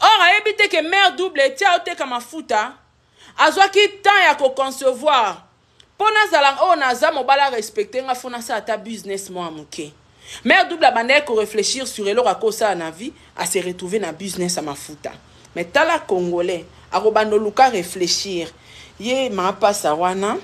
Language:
Lingala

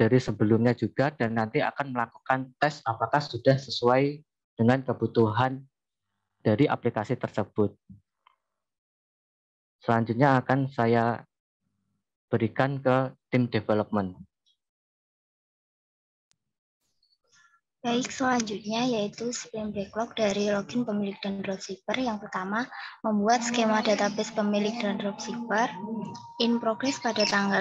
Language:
Indonesian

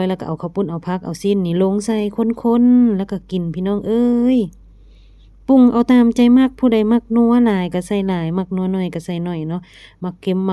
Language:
Lao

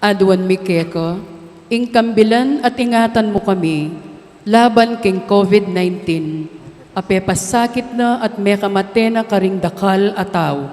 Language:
Pampanga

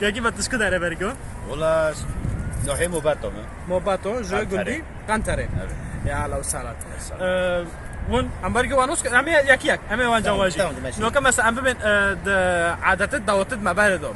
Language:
Kurdish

